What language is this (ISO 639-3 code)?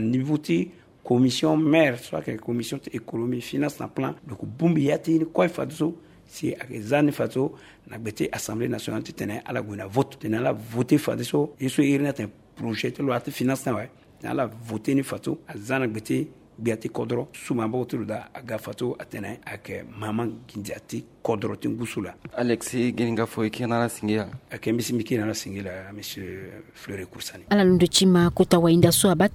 sag